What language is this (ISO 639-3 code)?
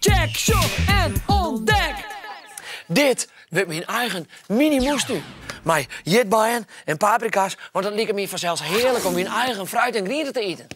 fry